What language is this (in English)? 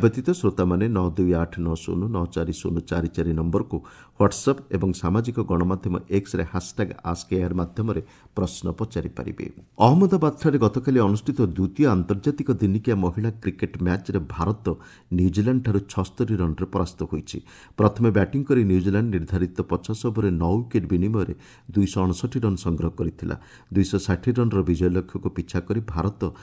Odia